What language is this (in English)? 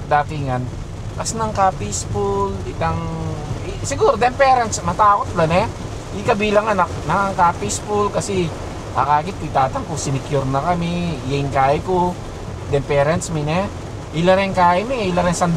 Pampanga